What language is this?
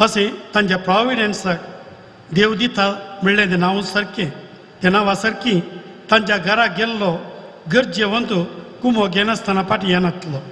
Konkani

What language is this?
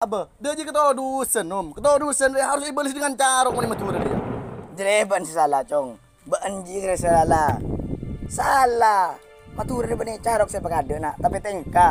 Madurese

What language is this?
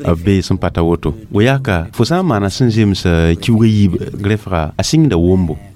Mossi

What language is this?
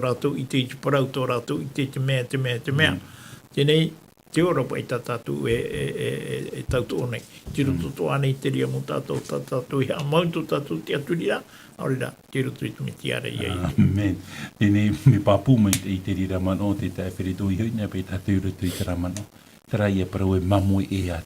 Tahitian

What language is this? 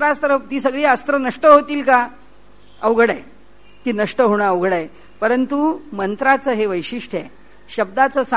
Marathi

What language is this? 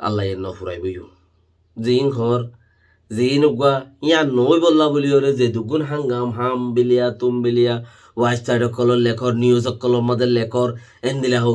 Rohingya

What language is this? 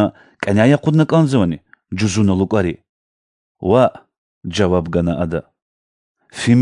Lezghian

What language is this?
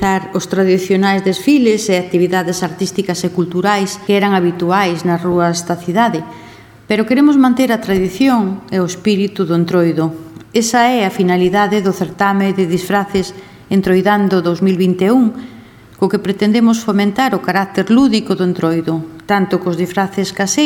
Galician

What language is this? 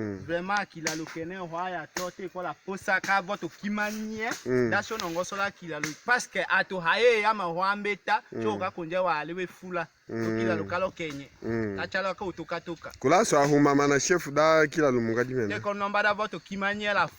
Tetela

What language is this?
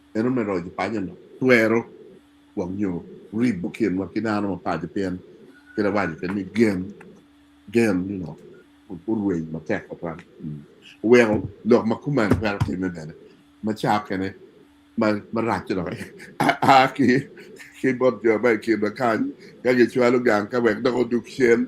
Acoli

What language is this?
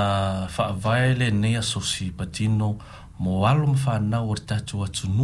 Samoan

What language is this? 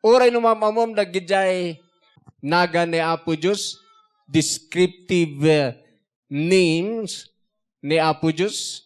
Iloko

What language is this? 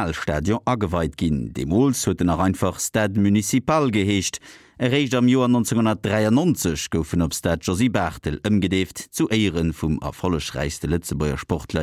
Luxembourgish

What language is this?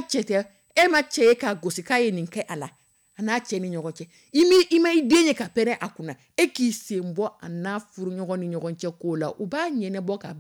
Dyula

